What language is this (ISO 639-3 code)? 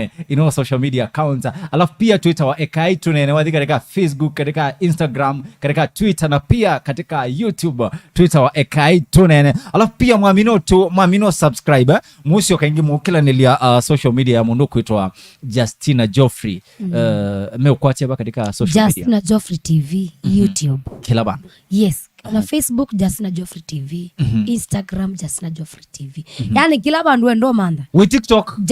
kam